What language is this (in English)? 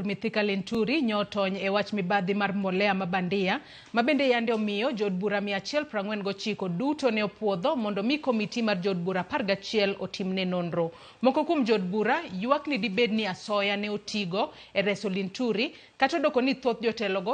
Luo (Kenya and Tanzania)